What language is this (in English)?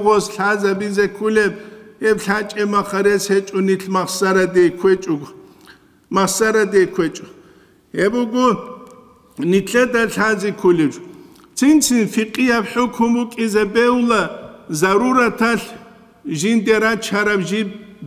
Avaric